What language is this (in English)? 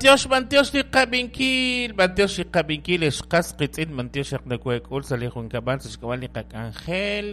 Kekchí